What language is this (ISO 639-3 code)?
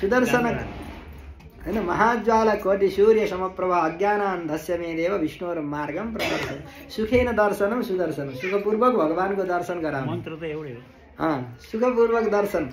nep